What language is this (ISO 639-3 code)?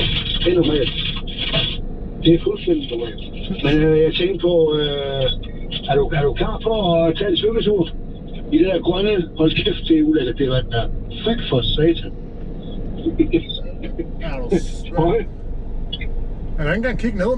dan